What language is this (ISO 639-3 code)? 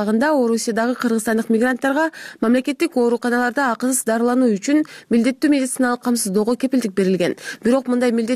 kir